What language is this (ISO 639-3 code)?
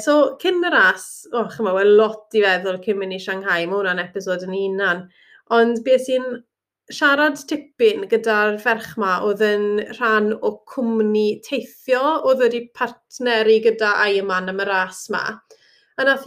cym